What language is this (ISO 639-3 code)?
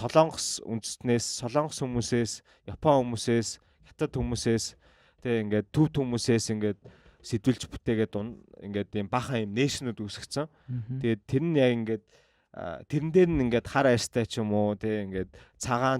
mon